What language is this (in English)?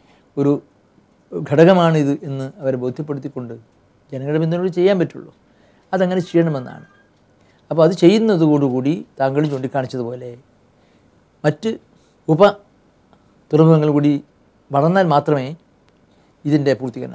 Malayalam